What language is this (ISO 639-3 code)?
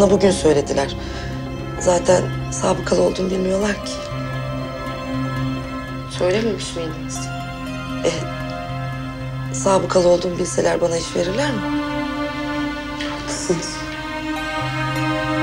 tur